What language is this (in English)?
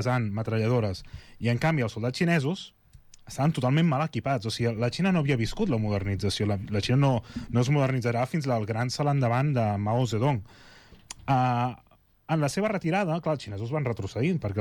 Catalan